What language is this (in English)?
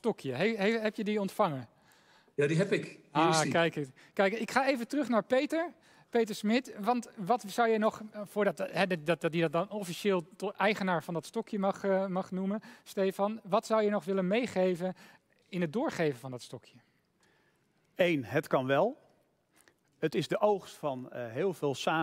Dutch